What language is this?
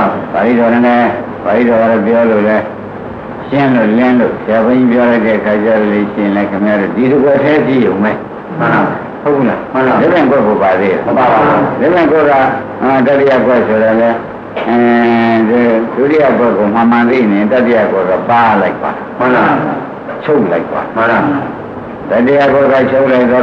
Burmese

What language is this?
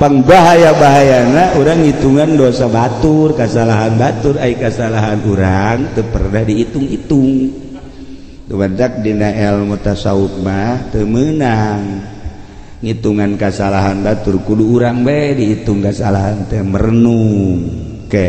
Sundanese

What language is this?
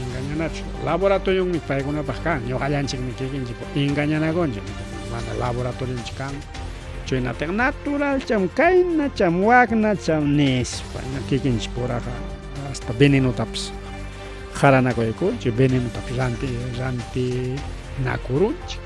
Ayacucho Quechua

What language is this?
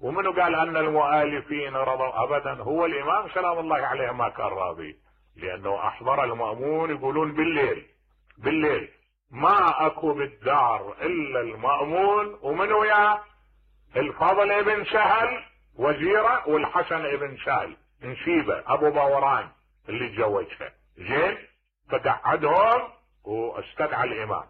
Mesopotamian Arabic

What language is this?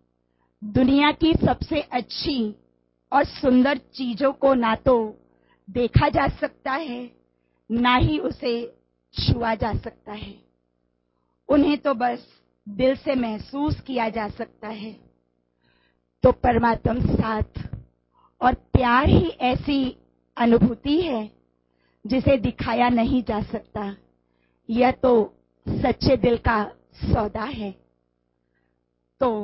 Hindi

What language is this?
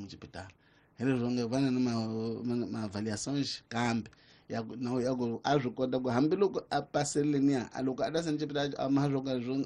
Tsonga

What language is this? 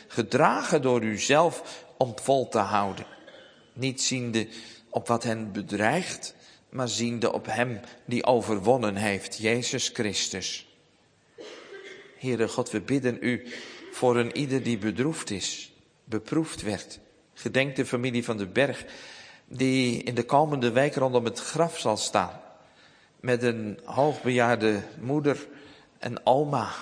Dutch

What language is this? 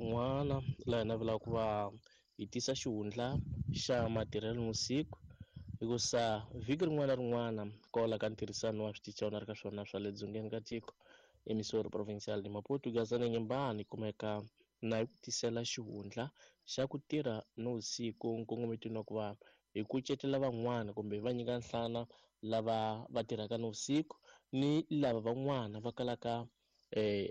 Tsonga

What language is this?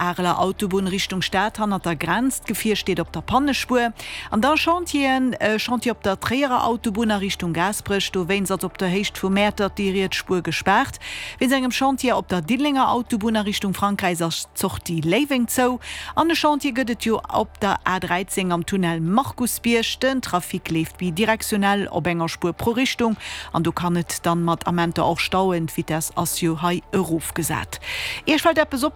Luxembourgish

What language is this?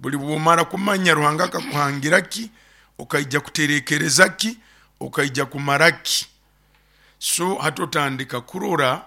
Nyoro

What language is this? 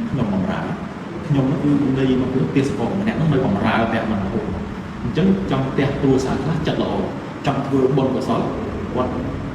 Khmer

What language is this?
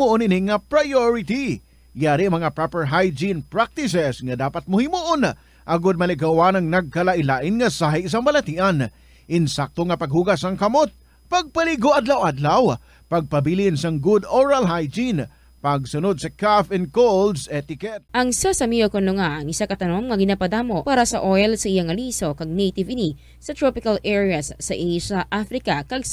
Hiligaynon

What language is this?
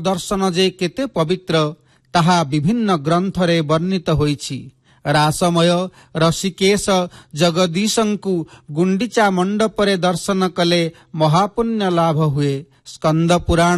Odia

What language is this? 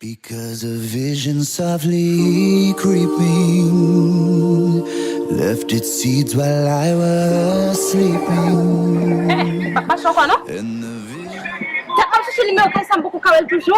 Haitian Creole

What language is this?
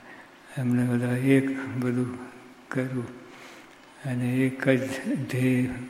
Gujarati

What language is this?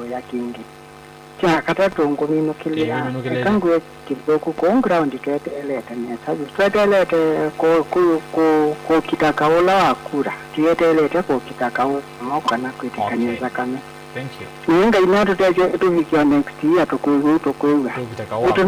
Kamba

